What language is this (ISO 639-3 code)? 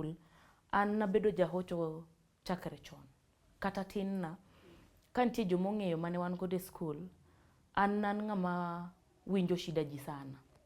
luo